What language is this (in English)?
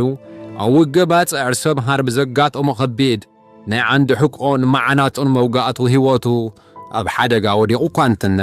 Tigrinya